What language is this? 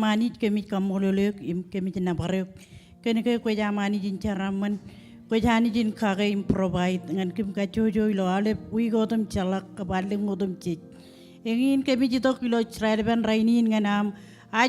Marshallese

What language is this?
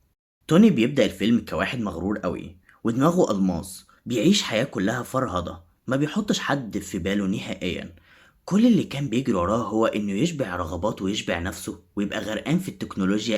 Egyptian Arabic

